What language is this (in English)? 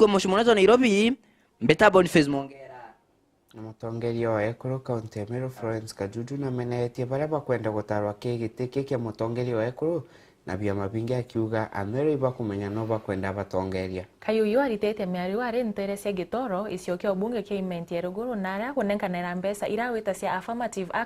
Meru